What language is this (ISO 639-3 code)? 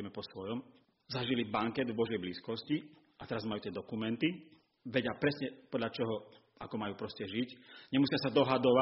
slk